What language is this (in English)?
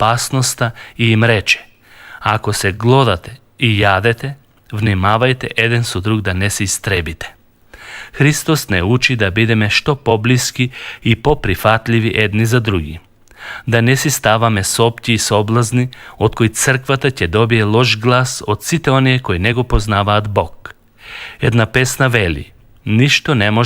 Macedonian